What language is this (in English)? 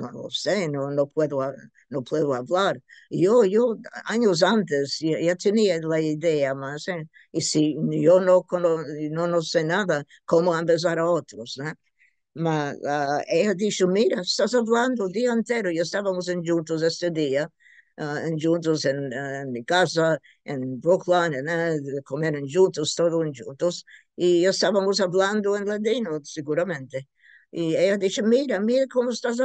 Ladino